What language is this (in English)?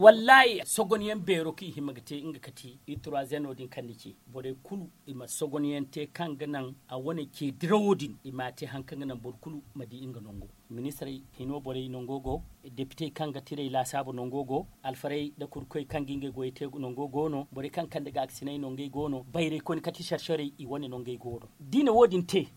Zarma